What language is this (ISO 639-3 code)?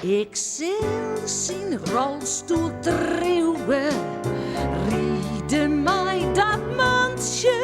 fry